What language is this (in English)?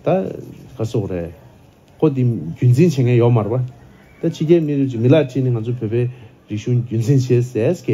Tibetan